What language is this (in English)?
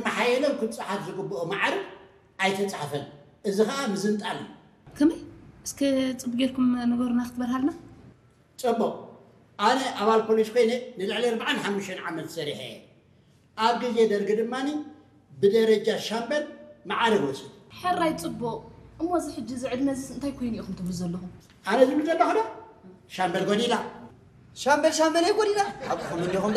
Tigrinya